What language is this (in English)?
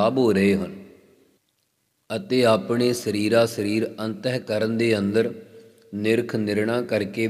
Punjabi